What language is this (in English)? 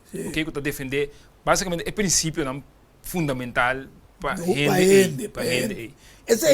Papiamento